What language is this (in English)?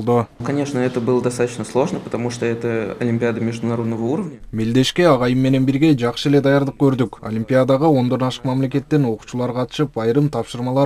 Kyrgyz